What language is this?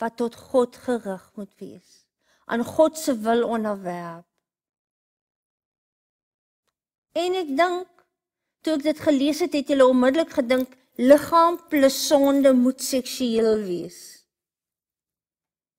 Afrikaans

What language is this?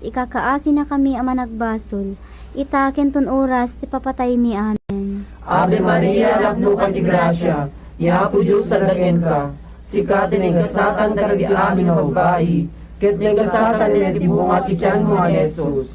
Iloko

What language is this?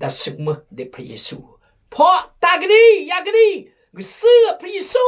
Khmu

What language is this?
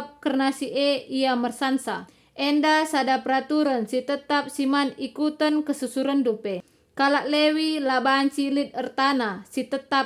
Batak Karo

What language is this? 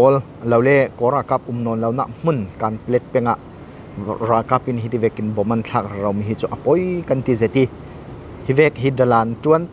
Falam Chin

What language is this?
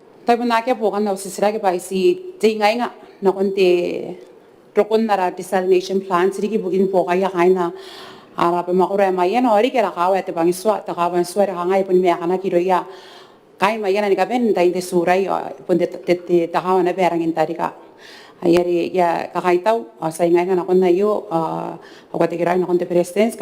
Gilbertese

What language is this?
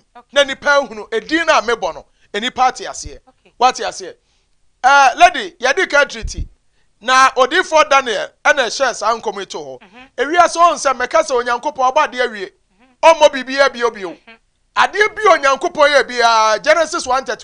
Akan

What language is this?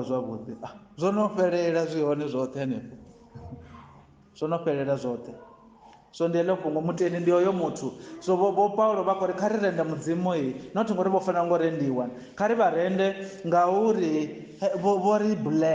Venda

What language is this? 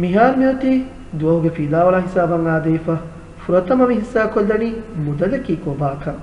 Divehi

